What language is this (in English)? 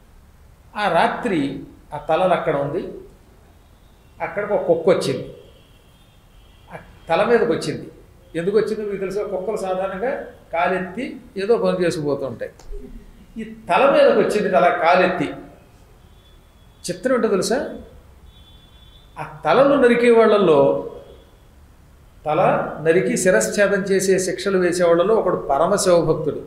Telugu